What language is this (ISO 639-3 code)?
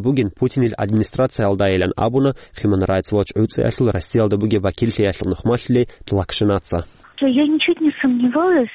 ava